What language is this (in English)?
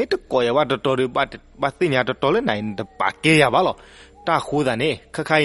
S'gaw Karen